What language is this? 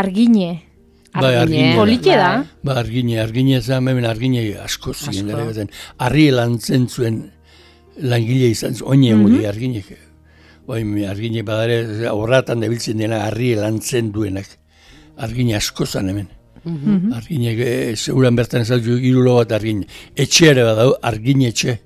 Basque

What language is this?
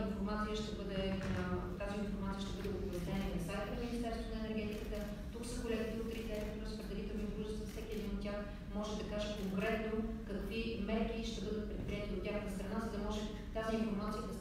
Bulgarian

